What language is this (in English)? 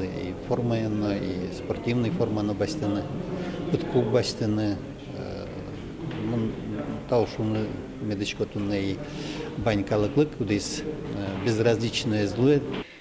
Udmurt